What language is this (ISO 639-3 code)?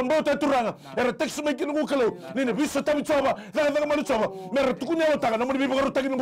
fij